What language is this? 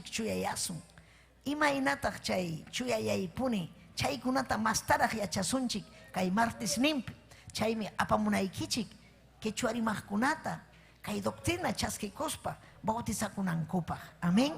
Ayacucho Quechua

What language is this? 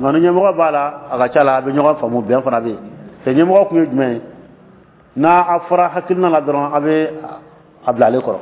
Dyula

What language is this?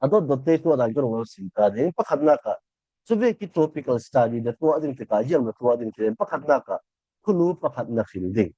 Falam Chin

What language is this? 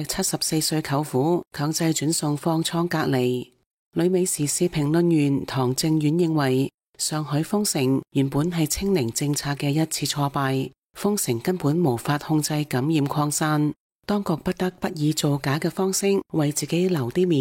Cantonese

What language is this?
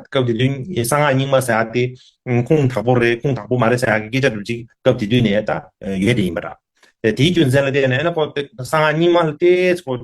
Tibetan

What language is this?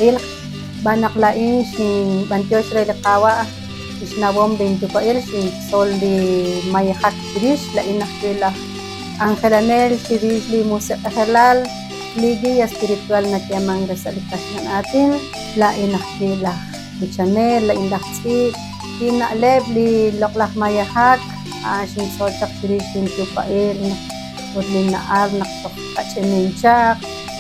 Kekchí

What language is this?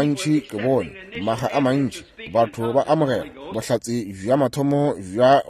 Northern Sotho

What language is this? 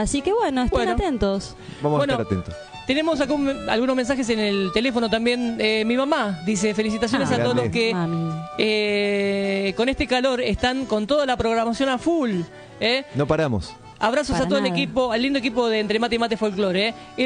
Spanish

